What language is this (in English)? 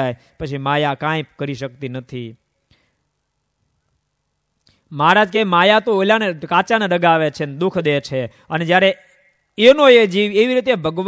Gujarati